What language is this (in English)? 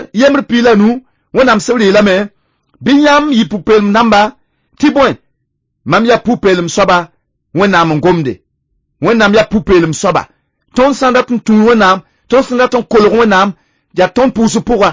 Mossi